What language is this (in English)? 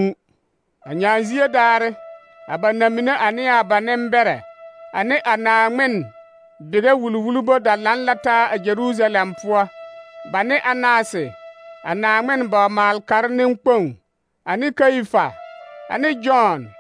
Southern Dagaare